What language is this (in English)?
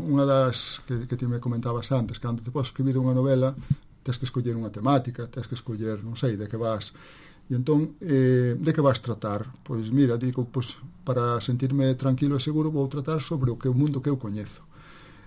Galician